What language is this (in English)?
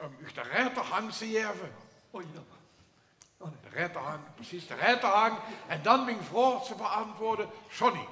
Limburgish